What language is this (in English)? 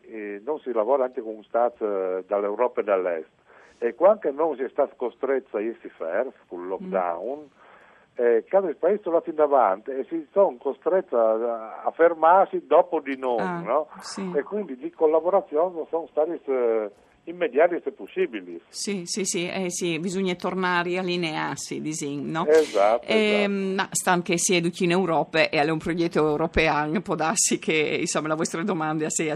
Friulian